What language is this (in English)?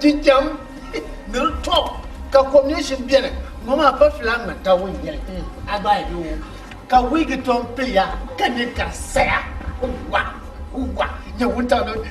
Dagbani